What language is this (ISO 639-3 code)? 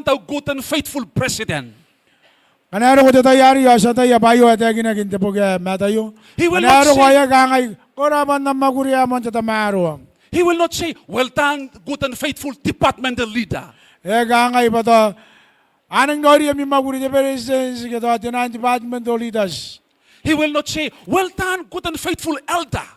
gil